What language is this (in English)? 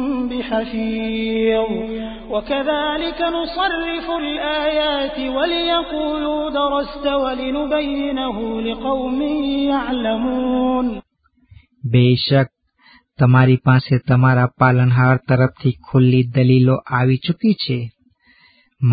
Gujarati